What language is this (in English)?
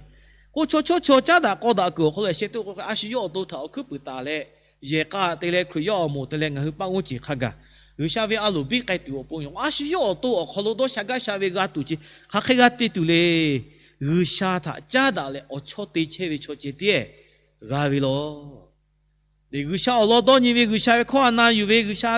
Lahu